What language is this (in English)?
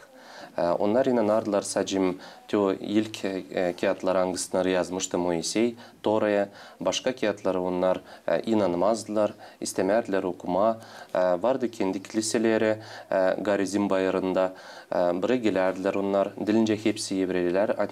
Gagauz